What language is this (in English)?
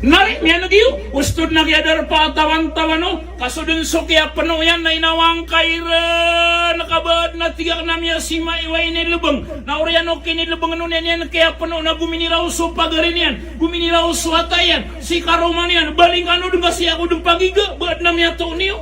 Maranao